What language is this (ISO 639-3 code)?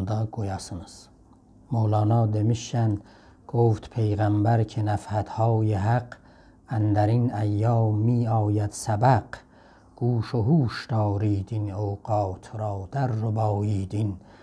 azb